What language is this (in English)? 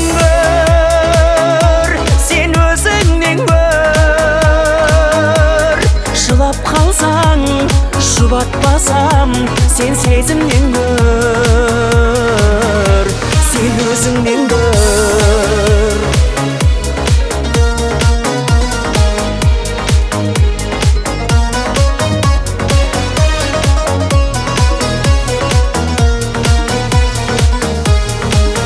Kazakh